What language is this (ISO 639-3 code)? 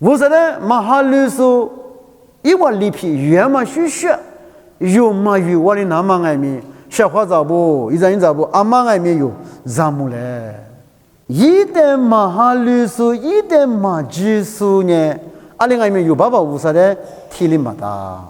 lis